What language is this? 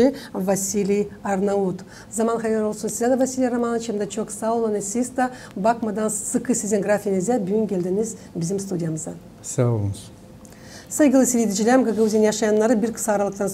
Gagauz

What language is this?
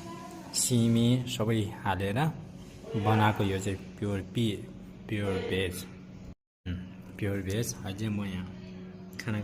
Nepali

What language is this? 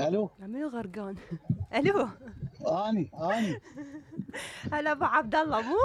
Mesopotamian Arabic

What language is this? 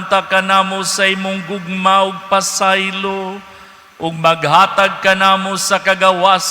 Cebuano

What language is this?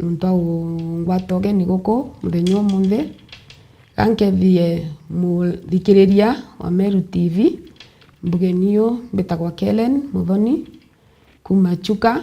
Meru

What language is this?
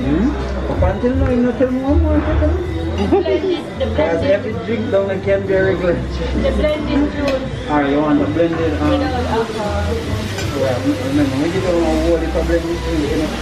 Jamaican Creole English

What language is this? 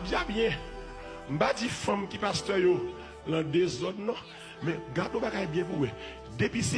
Haitian Creole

